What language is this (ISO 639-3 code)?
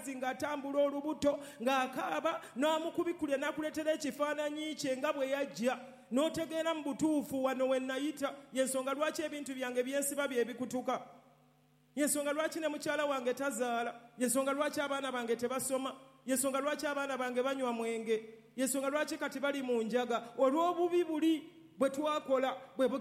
lug